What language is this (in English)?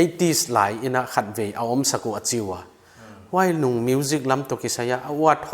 Paite Chin